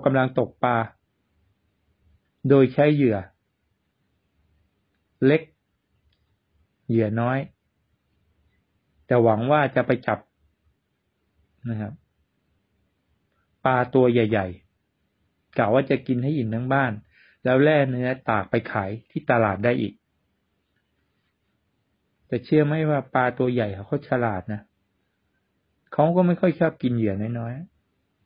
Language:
Thai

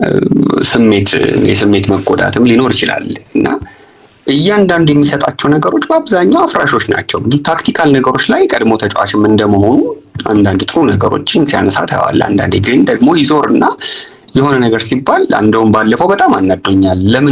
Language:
Amharic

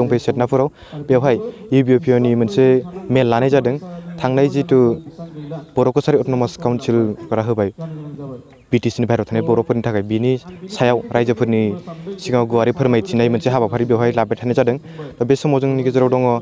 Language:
Bodo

